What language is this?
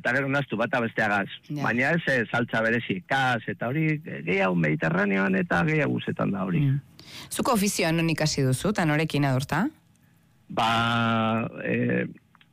Basque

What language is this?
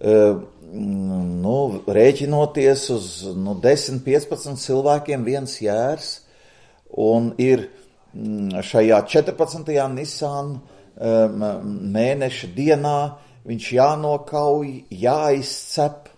Latvian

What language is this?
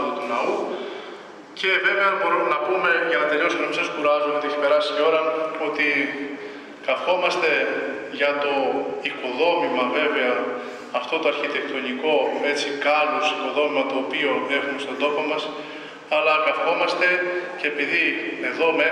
Greek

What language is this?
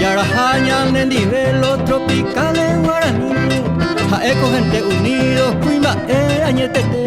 Guarani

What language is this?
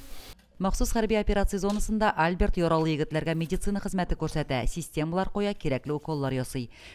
Tatar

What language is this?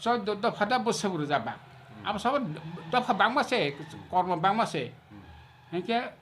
Kok Borok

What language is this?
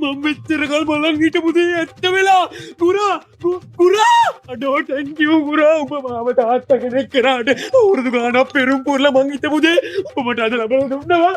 Sinhala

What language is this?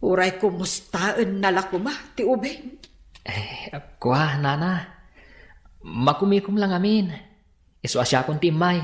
Iloko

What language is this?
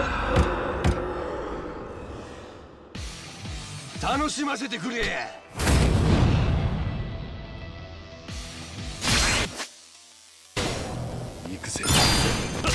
Japanese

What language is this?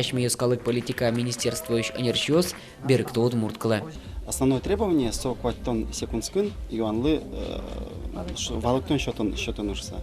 Udmurt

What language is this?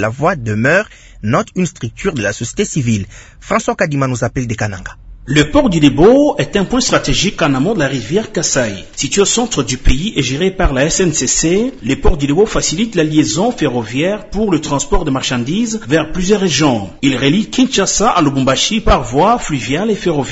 French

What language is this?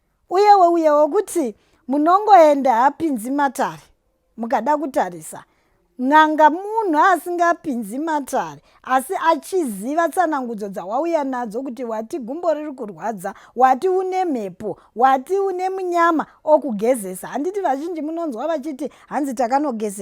Shona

